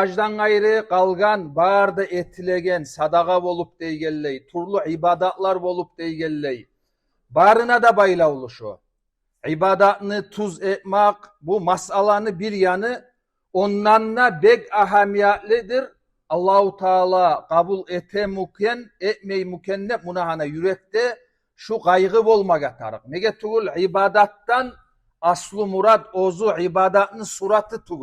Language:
Kumyk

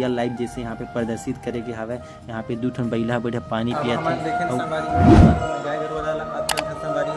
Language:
Chhattisgarhi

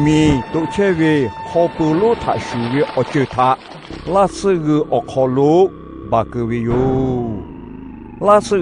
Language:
Lahu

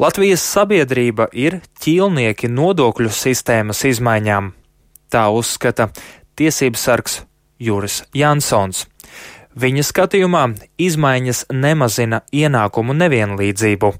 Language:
Latvian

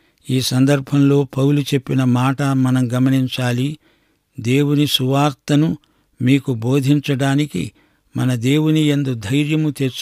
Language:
Telugu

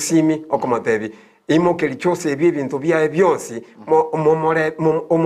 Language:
Gusii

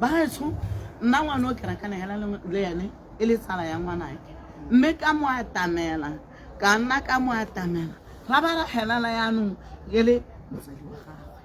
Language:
Tswana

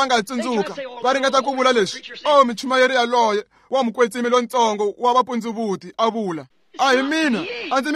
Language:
Tsonga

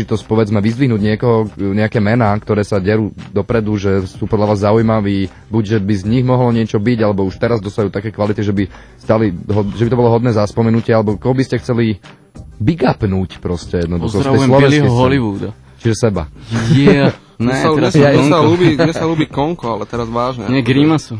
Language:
Slovak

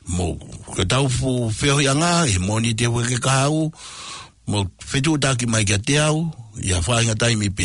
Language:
Tongan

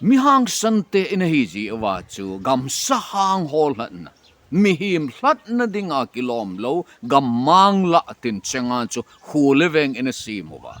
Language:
Thado Chin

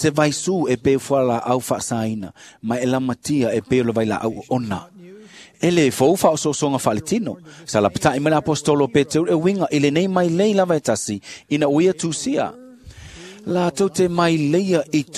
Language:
Samoan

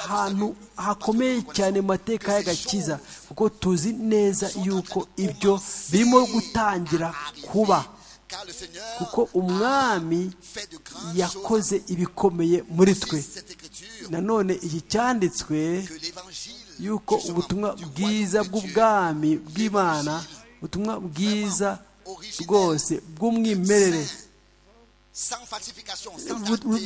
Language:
Kinyarwanda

